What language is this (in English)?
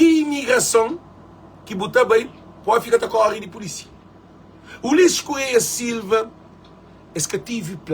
Kabuverdianu